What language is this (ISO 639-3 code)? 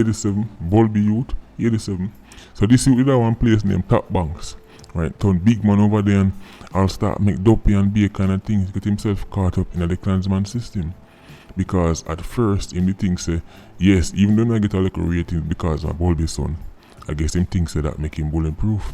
jam